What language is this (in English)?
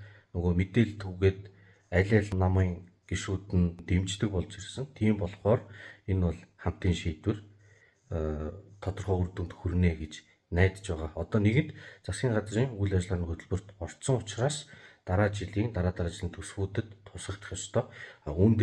Mongolian